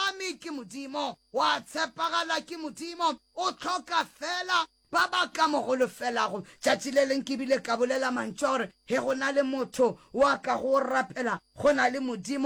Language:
Northern Sotho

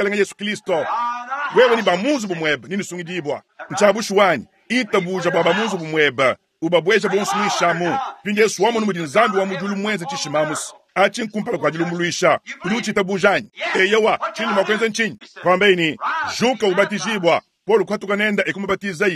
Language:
Luba-Lulua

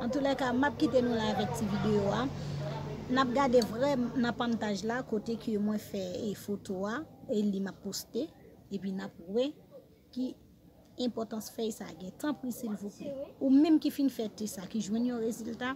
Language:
Haitian Creole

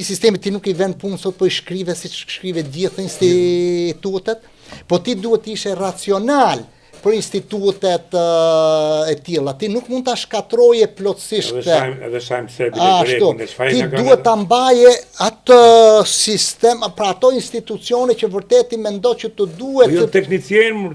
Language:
Albanian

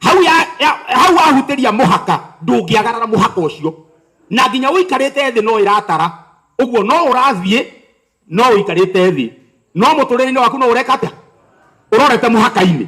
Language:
Kikuyu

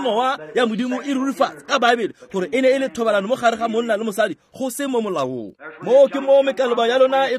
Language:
Tswana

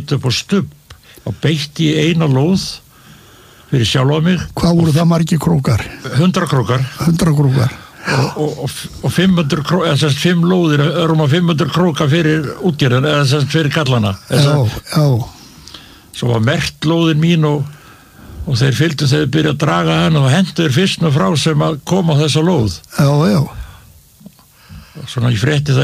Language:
Icelandic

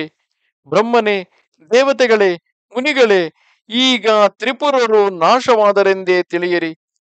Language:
Kannada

